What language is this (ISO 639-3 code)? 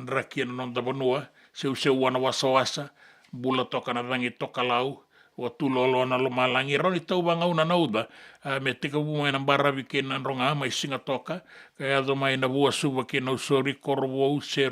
fij